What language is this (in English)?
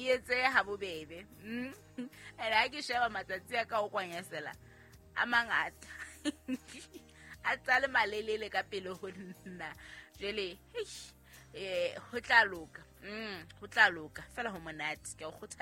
Southern Sotho